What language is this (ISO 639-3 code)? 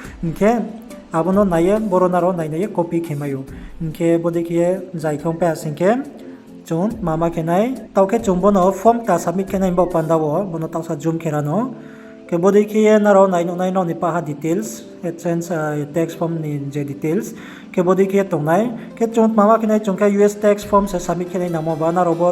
ria